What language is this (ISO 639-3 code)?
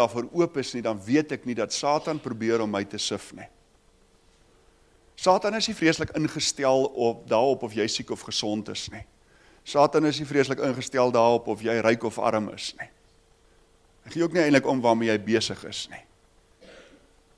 afr